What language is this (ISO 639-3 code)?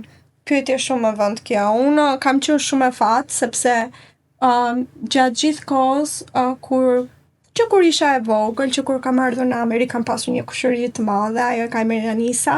sqi